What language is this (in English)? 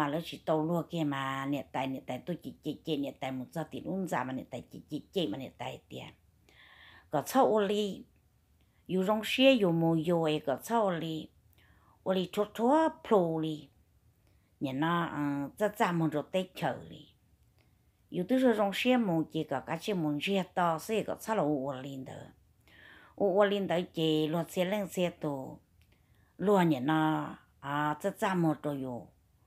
Vietnamese